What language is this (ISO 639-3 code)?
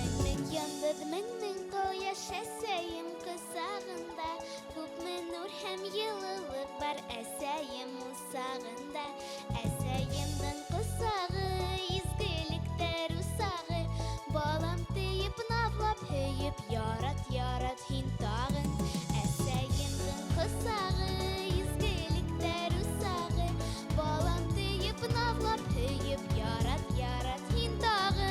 bak